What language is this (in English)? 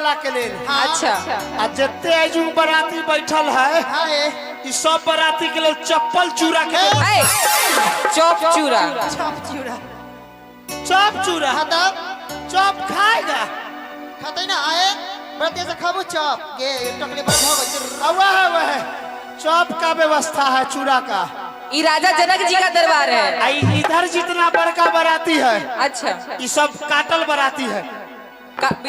Maithili